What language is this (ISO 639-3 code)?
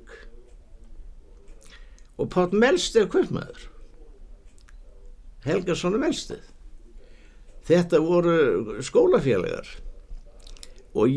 isl